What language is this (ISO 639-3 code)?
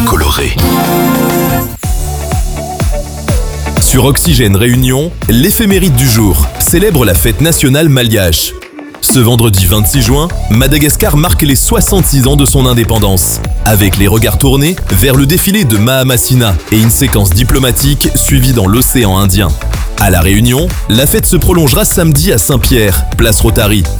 fra